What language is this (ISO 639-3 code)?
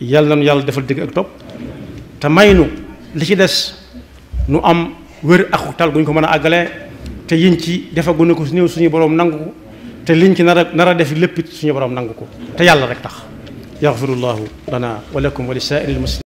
wol